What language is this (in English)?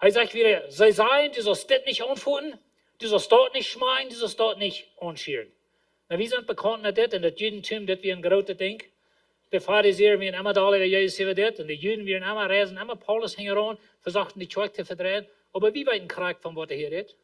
Plautdietsch